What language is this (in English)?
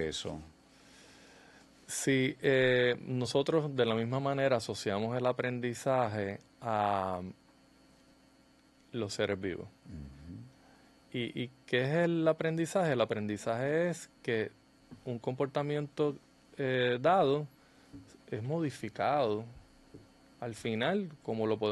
Spanish